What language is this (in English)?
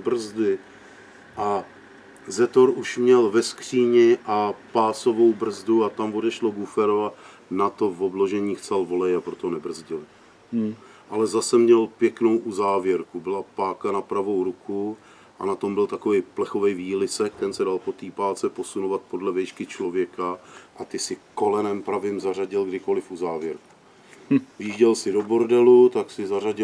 Czech